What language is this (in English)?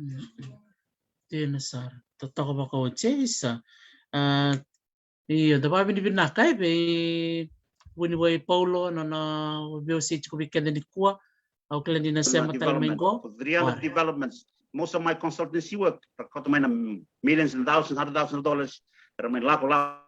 Fijian